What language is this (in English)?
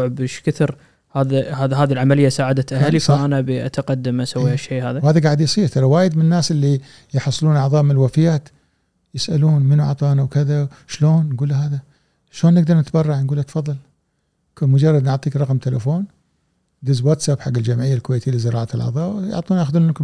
Gulf Arabic